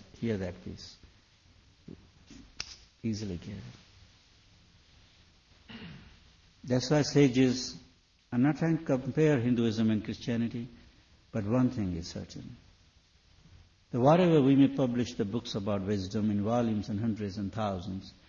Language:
English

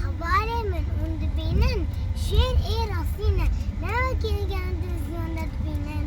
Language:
Kurdish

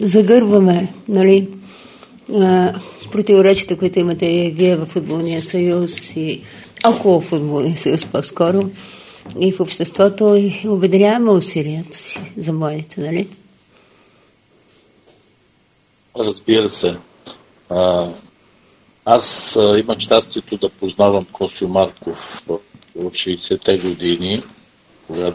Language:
Bulgarian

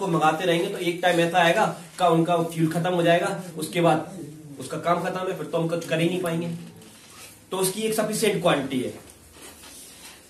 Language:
Hindi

